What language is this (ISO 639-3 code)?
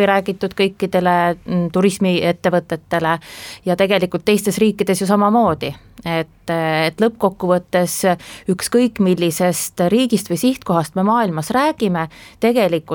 est